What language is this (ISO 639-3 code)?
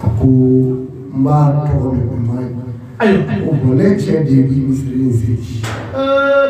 bam